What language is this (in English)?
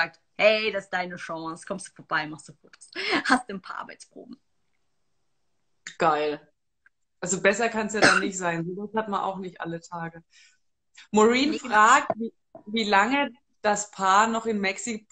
German